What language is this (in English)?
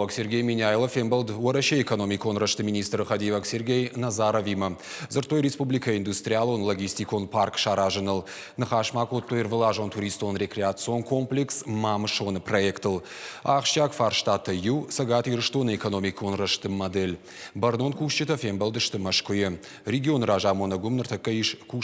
Ossetic